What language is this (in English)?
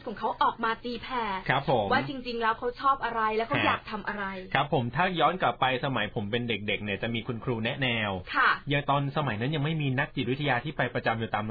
Thai